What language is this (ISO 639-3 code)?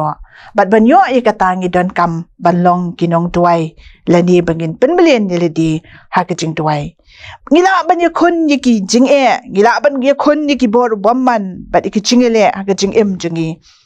kha